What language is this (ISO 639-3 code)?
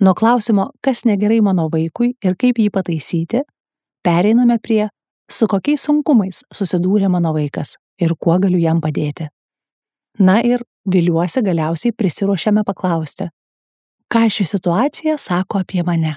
lit